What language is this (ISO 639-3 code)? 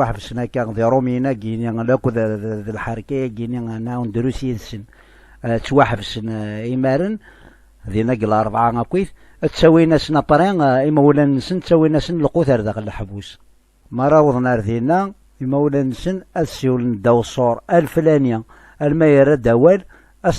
kab